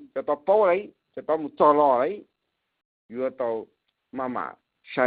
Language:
Hmong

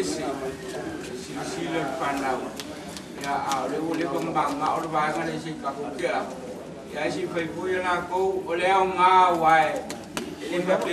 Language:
Samoan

